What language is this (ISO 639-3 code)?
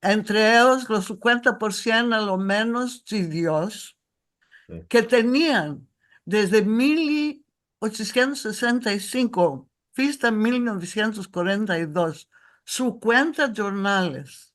lad